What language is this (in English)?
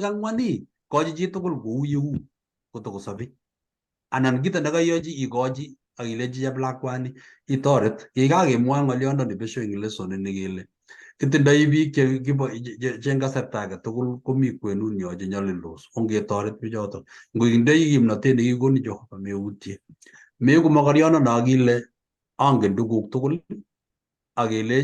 Kalenjin